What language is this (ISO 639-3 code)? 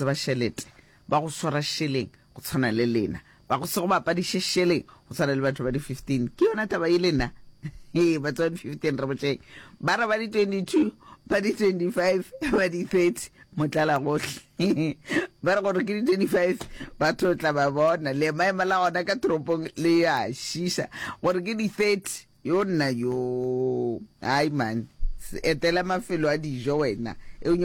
nso